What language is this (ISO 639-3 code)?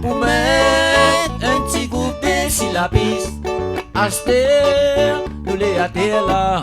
rcf